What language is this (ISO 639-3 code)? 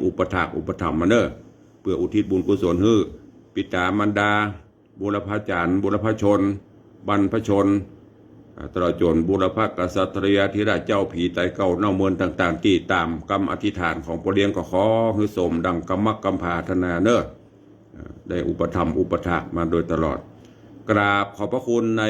nod